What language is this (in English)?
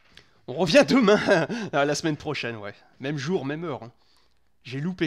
French